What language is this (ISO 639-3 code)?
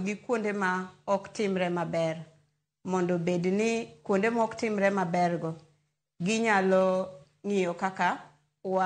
luo